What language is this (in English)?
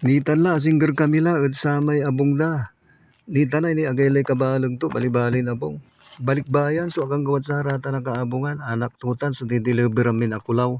Pangasinan